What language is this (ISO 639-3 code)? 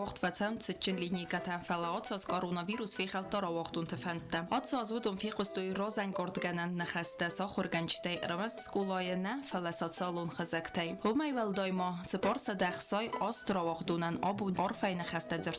oss